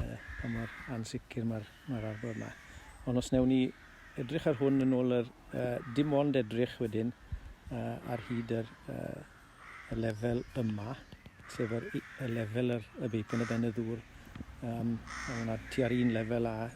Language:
Welsh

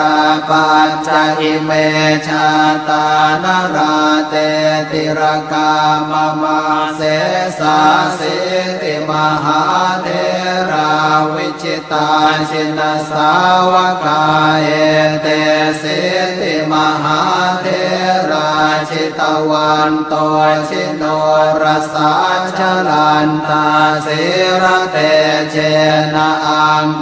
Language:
Pali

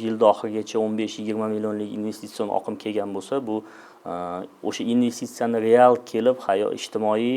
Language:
Uzbek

